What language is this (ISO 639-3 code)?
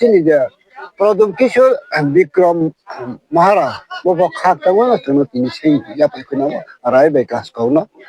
ria